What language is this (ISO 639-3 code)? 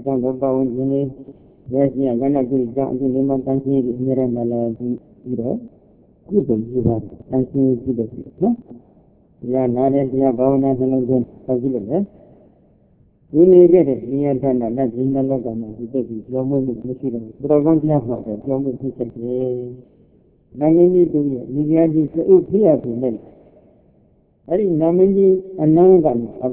mya